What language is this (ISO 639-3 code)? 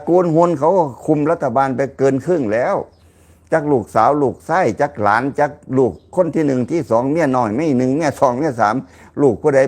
lao